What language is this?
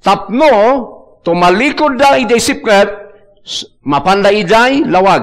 Iloko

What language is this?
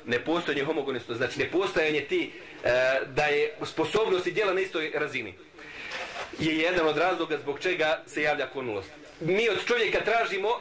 Bosnian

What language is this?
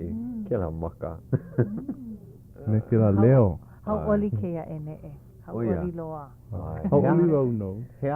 Hawaiian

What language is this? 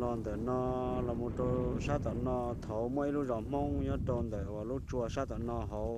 Hmong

